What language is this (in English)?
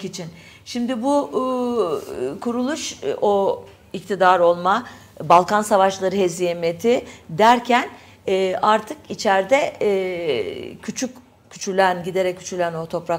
Turkish